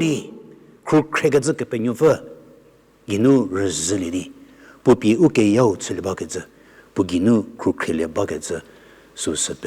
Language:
Angami Naga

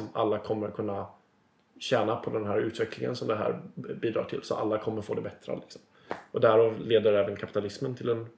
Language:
Swedish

